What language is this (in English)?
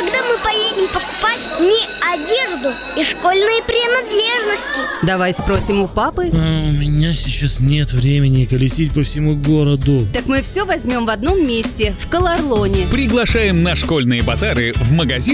Russian